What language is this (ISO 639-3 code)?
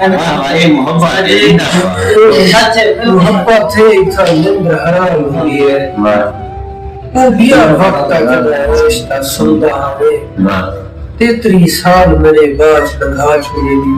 skr